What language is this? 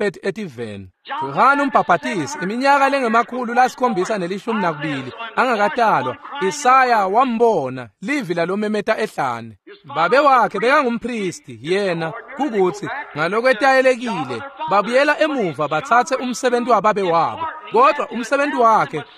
Swati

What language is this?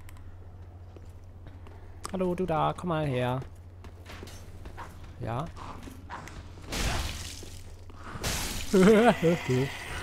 German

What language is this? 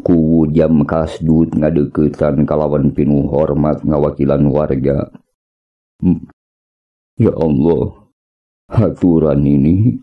Sundanese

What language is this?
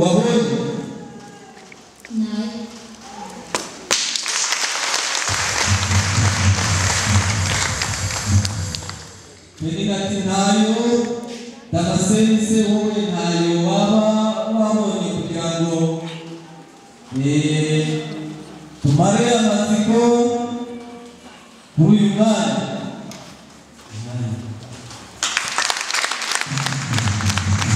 Kinyarwanda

